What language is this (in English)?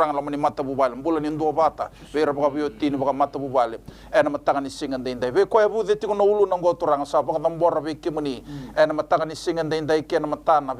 Fijian